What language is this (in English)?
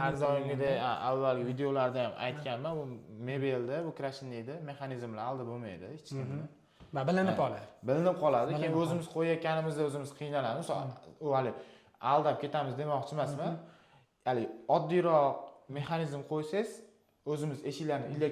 Uzbek